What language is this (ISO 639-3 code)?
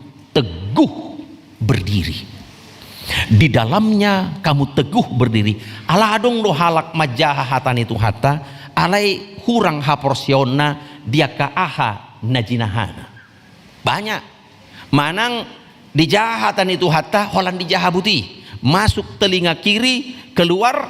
bbc